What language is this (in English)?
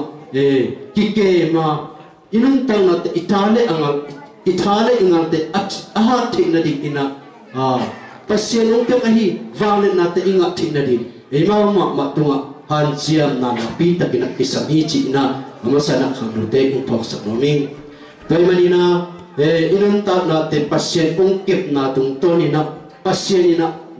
Tedim Chin